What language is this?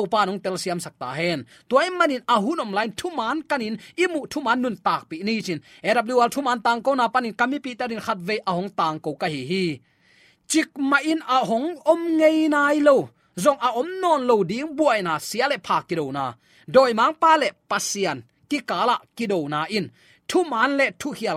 Tedim Chin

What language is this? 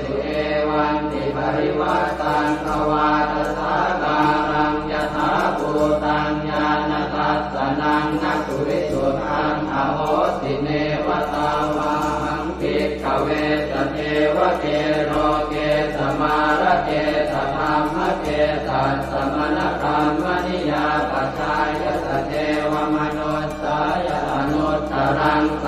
Pali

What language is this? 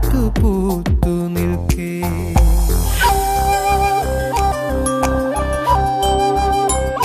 Malayalam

